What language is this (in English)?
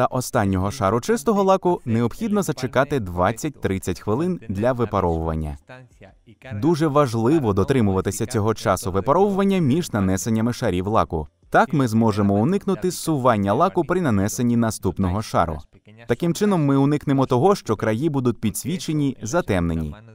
Ukrainian